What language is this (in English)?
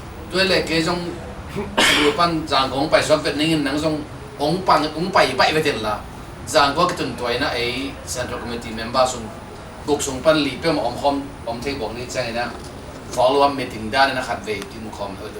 Tedim Chin